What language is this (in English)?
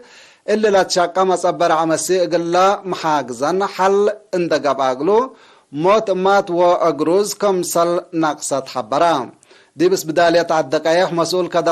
Tigre